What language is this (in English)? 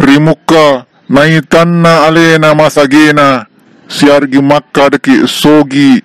Buginese